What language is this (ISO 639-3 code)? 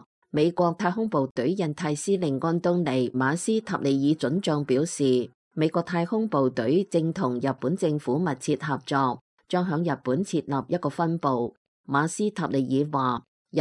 yue